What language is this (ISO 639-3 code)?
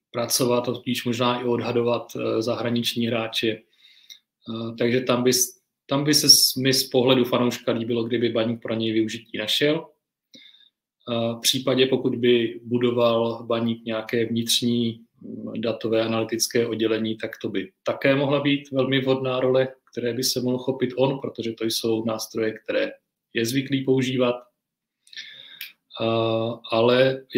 ces